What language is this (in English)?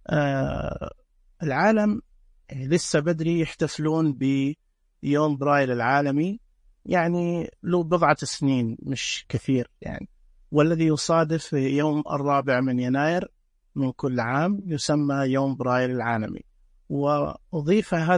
Najdi Arabic